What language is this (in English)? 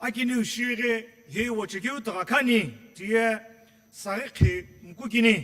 Sumi Naga